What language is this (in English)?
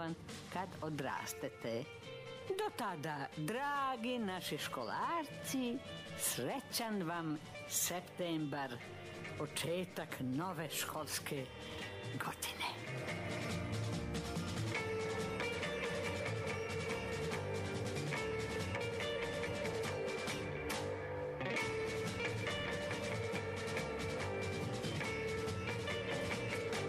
Serbian